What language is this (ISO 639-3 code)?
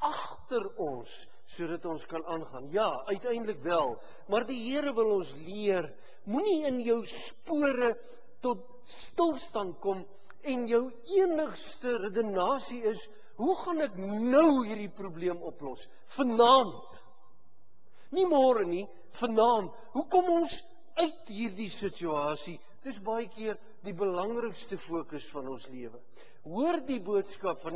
afr